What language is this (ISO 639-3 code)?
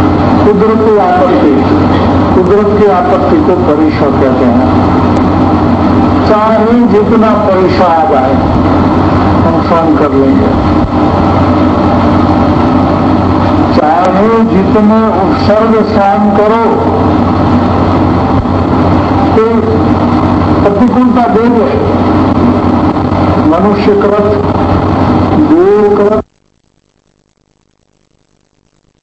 hin